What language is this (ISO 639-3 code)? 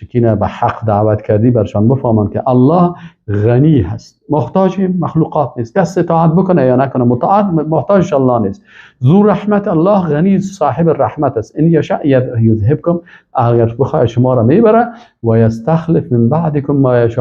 fas